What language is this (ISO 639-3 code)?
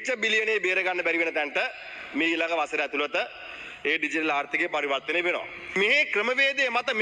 sin